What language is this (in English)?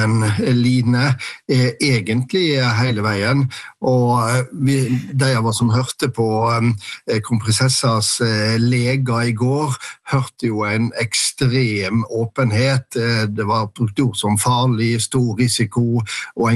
Norwegian